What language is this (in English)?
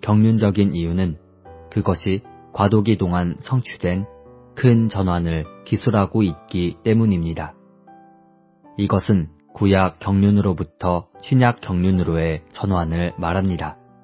Korean